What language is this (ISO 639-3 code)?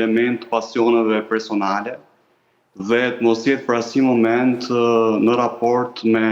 sqi